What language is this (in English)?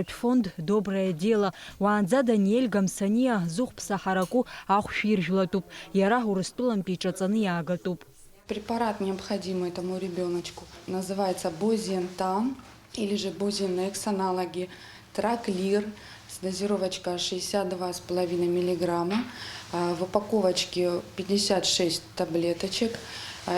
Abkhazian